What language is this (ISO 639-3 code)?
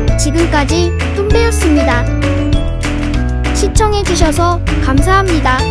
kor